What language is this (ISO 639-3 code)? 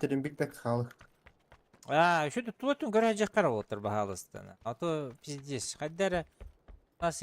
sah